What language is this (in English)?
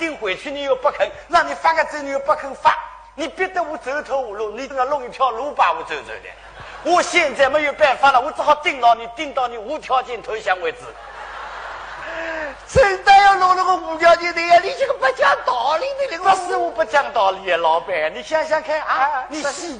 Wu Chinese